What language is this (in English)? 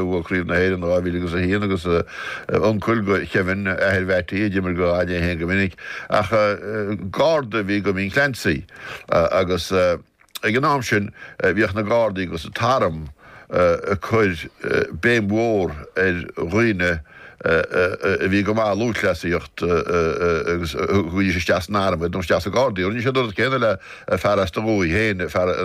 Irish